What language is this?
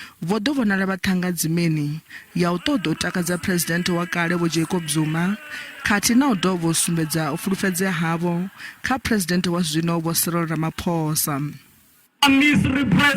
Venda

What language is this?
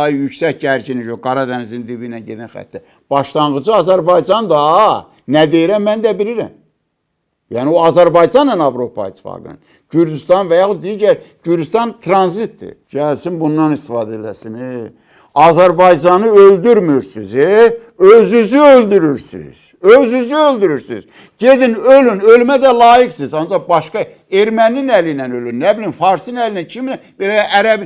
Azerbaijani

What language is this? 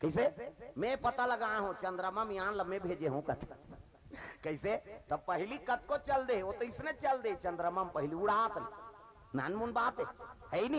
Chhattisgarhi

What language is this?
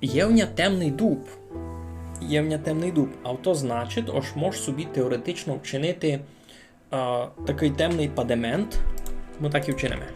Rusyn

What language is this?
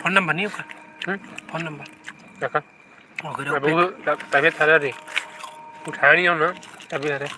Chhattisgarhi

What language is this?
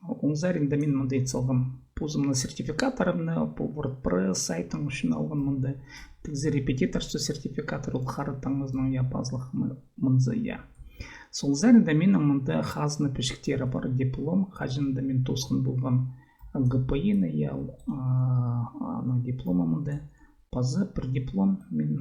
Khakas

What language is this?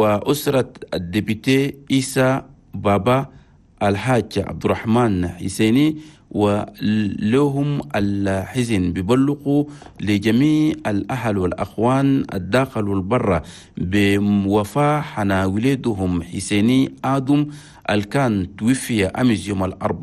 Chadian Arabic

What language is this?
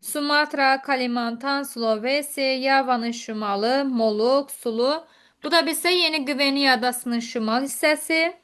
Azerbaijani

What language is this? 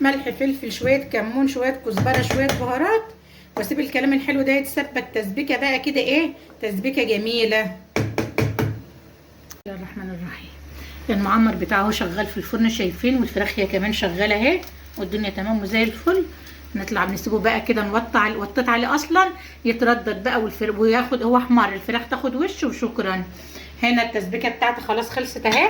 Egyptian Arabic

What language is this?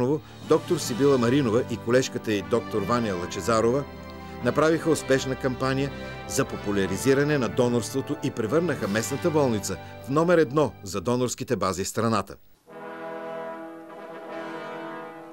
Bulgarian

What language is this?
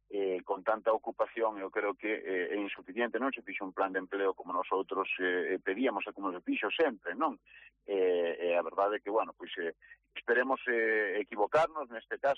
Galician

